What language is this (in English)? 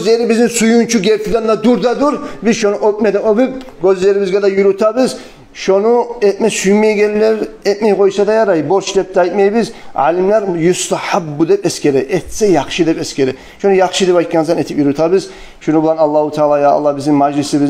Kumyk